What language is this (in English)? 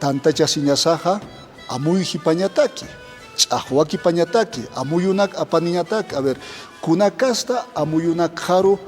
Aymara